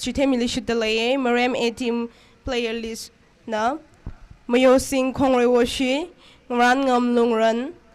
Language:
Tangkhul Naga (India)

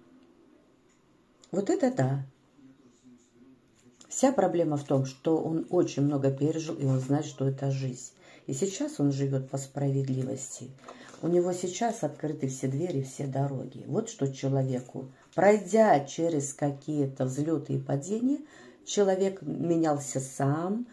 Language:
Russian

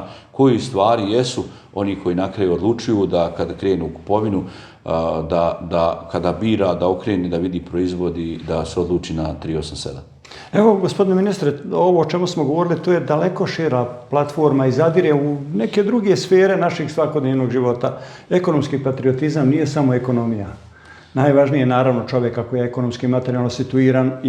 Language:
Bosnian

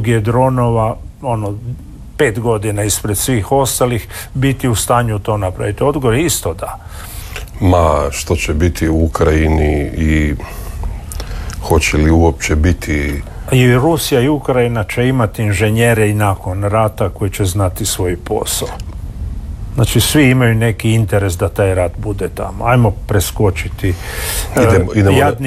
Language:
Croatian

